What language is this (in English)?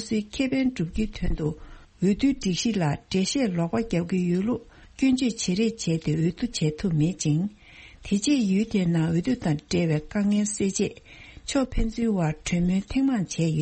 Tibetan